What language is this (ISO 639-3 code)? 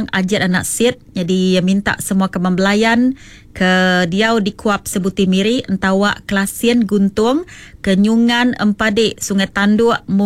iba